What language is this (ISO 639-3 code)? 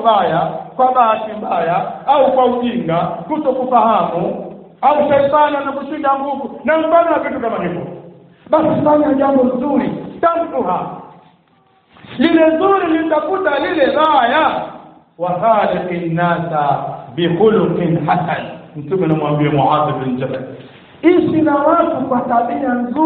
swa